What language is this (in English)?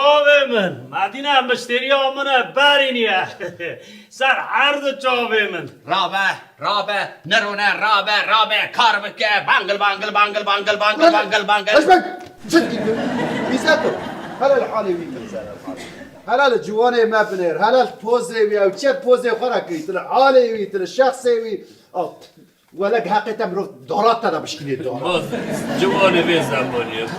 Kurdish